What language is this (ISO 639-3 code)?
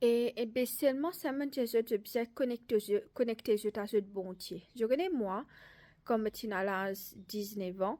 mfe